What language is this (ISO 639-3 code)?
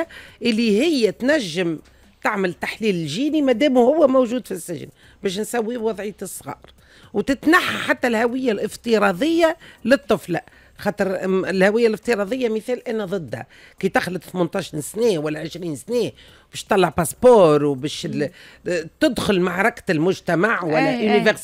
aeb